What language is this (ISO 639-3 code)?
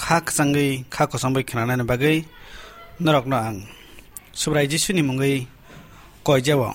trp